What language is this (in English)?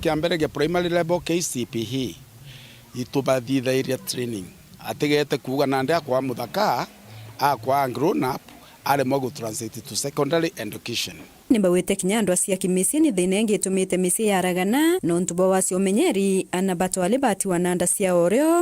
Meru